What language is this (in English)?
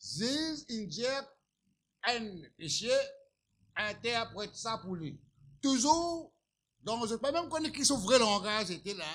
Morisyen